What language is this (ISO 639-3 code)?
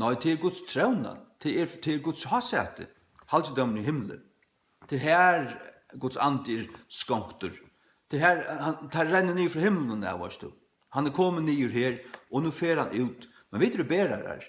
fao